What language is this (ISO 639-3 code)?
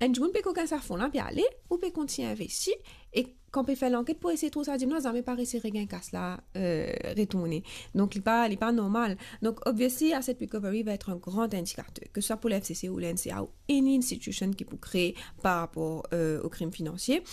mfe